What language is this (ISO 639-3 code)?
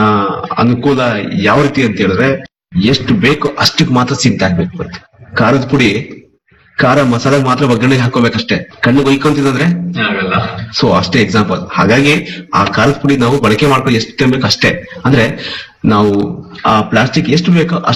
kan